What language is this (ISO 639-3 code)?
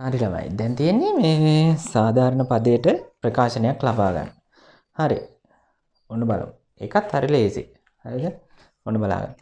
sin